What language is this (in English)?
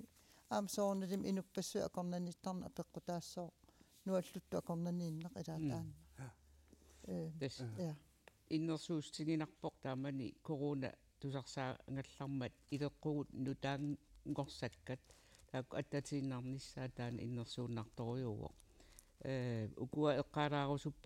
Kalaallisut